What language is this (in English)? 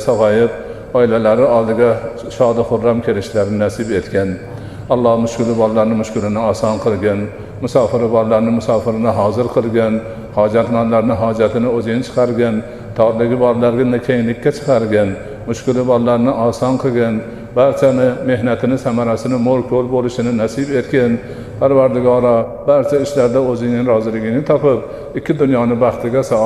Uzbek